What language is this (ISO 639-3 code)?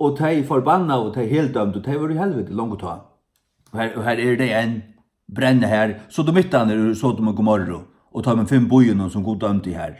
fao